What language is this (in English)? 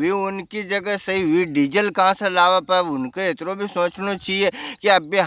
Rajasthani